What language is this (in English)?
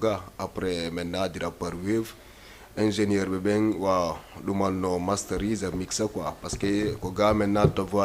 Fula